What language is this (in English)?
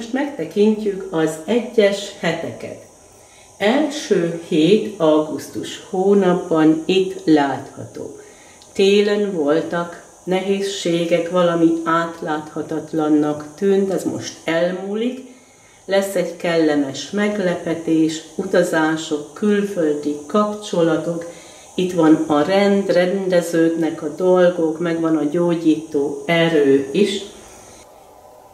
Hungarian